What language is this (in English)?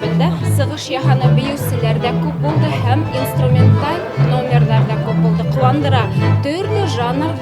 Bashkir